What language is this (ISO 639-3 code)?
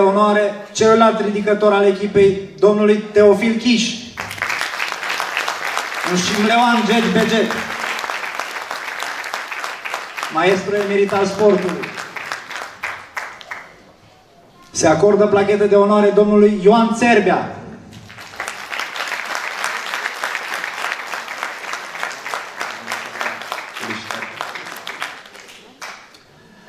ron